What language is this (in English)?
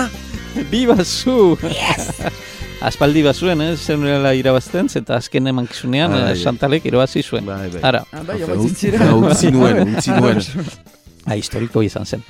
Basque